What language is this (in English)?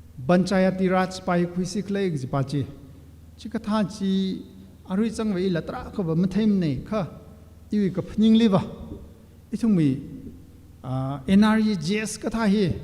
Tangkhul Naga (India)